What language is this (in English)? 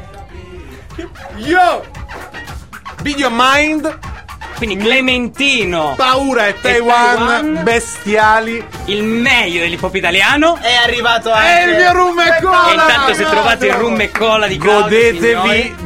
Italian